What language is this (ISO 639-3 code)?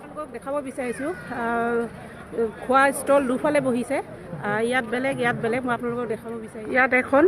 asm